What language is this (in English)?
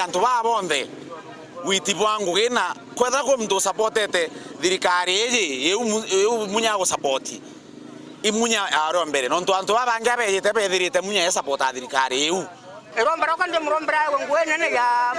Meru